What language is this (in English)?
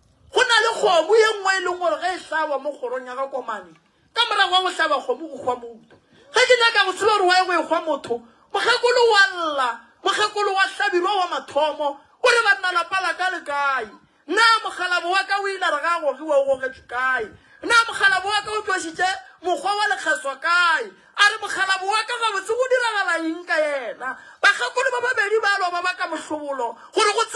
Northern Sotho